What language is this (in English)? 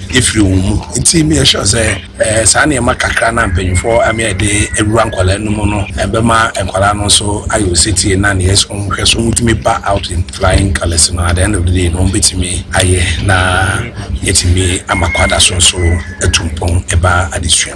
Akan